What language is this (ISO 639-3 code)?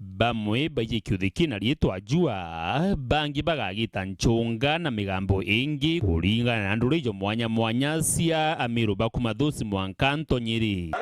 mer